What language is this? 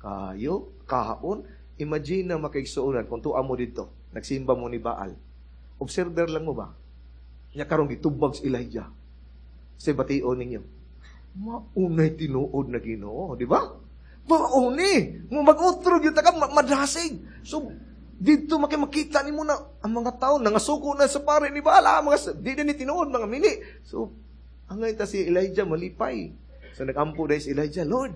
Cebuano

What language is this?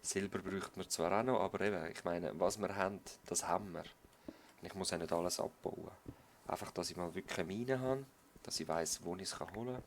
Swiss German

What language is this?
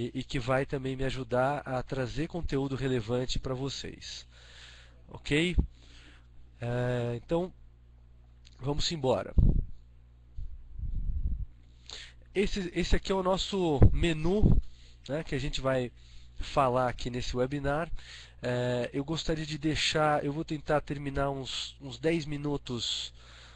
Portuguese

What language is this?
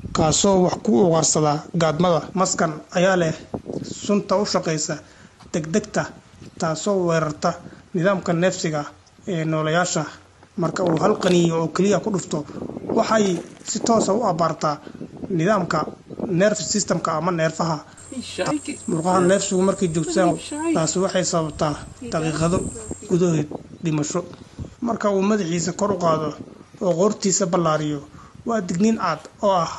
Somali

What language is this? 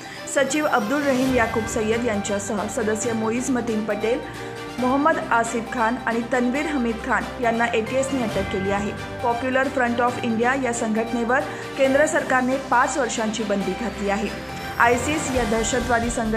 Marathi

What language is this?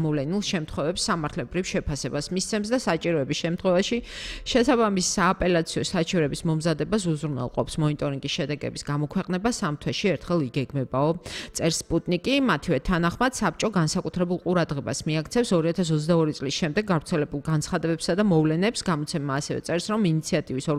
Georgian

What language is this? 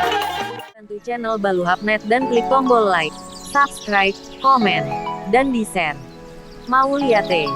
Batak Toba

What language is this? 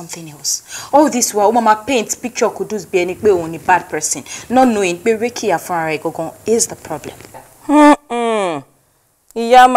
Yoruba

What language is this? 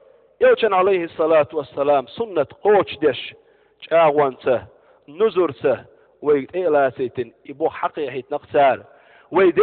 Chechen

